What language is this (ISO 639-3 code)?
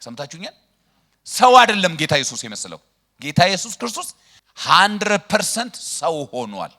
amh